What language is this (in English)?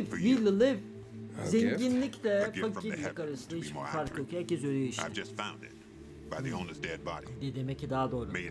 Turkish